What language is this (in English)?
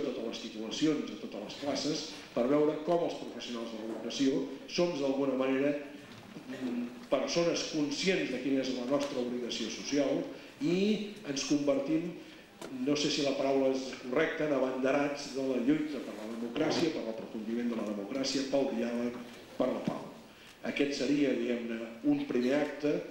Catalan